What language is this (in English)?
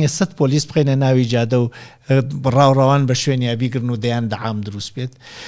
Central Kurdish